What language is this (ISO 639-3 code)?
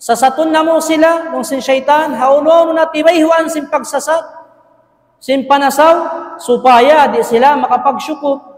tsg